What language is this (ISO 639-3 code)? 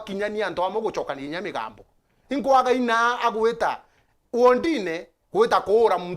mer